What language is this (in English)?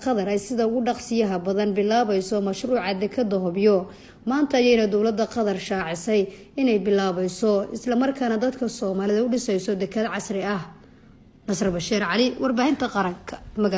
Somali